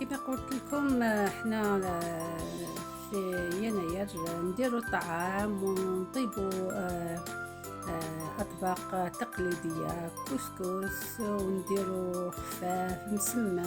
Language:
Algerian Arabic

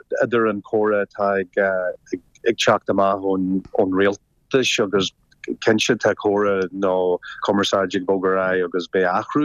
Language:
Irish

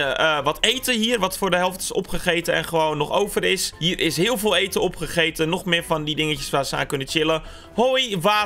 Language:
Dutch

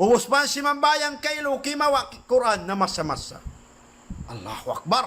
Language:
Tausug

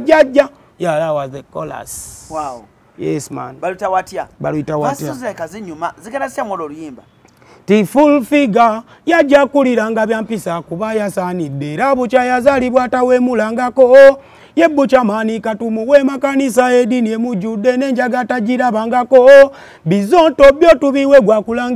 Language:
Ganda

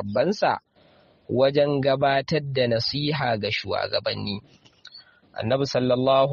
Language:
Hausa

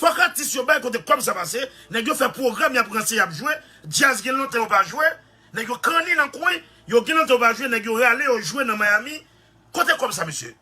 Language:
Haitian Creole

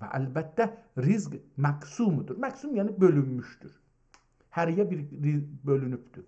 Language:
South Azerbaijani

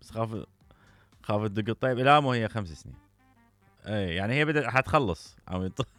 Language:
Mesopotamian Arabic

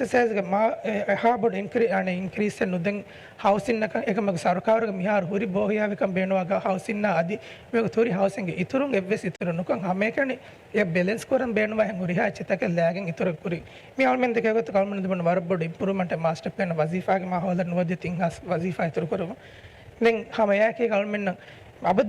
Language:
Divehi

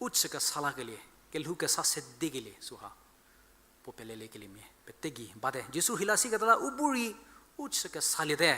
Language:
Angami Naga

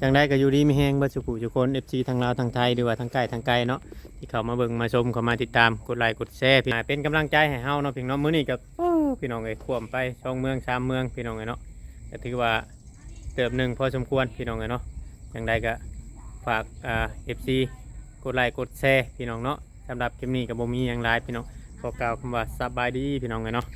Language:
Northeastern Thai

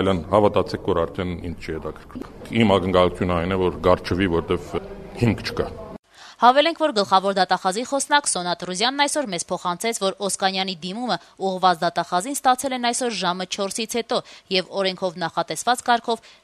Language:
Armenian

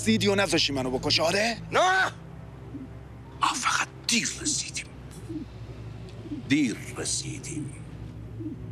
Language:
Persian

